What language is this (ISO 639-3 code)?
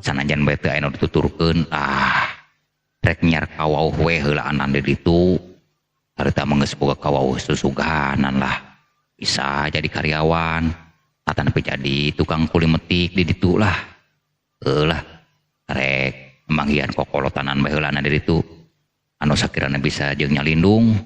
sun